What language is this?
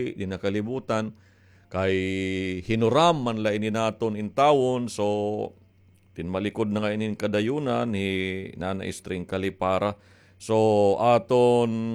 Waray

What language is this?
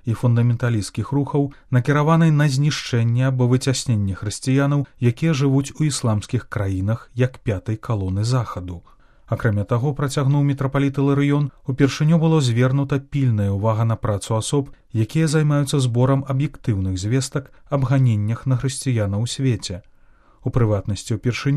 Belarusian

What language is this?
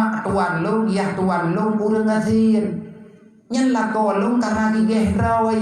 Achinese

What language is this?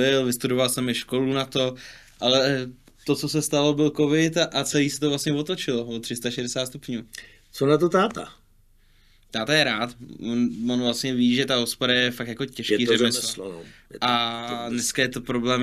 Czech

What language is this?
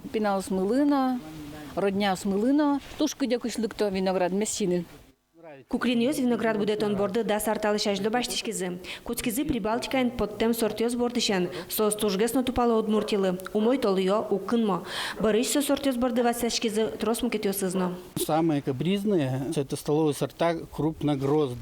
Udmurt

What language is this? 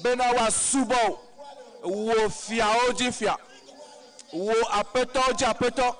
Ewe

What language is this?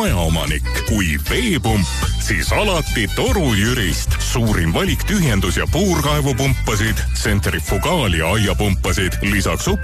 Estonian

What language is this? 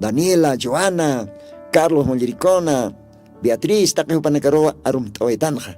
Aymara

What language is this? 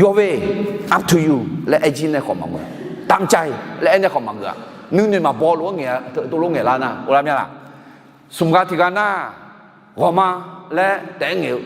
Akha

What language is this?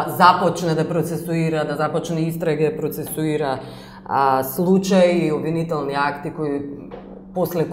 Macedonian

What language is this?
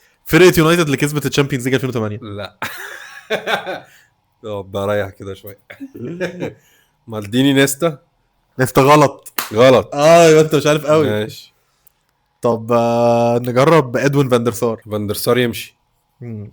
Egyptian Arabic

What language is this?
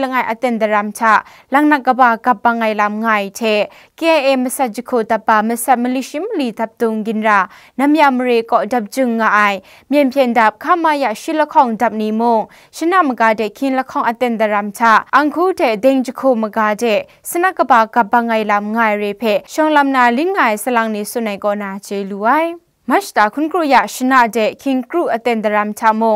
Kachin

